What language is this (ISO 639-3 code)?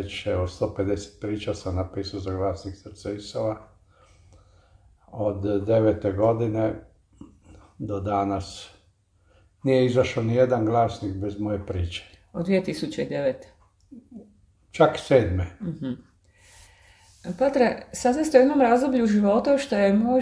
hrv